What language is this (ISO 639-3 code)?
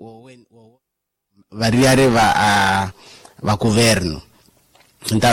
vmw